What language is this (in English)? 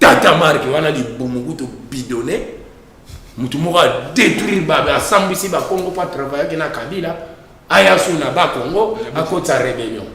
Lingala